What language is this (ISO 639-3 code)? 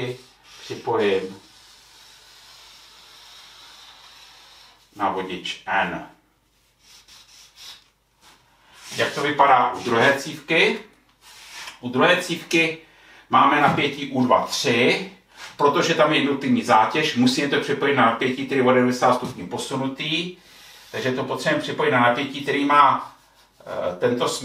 ces